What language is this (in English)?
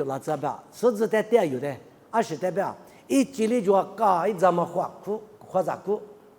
Lisu